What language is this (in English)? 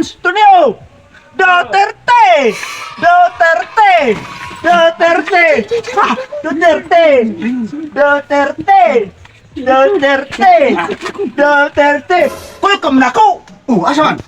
Cebuano